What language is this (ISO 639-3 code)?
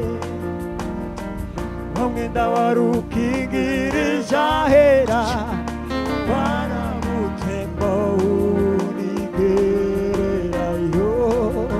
kin